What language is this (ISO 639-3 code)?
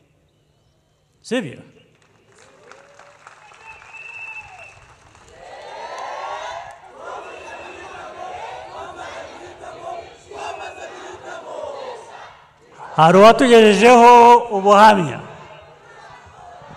kin